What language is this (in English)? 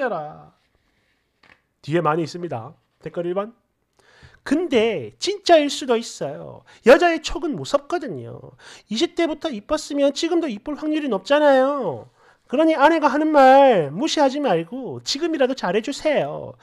Korean